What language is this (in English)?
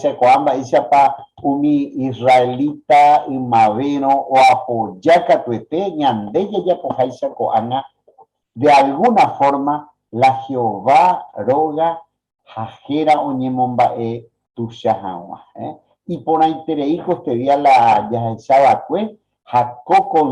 Guarani